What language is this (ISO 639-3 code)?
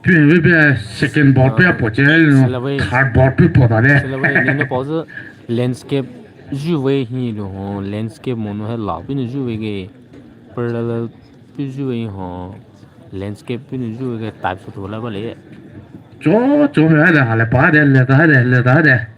pmx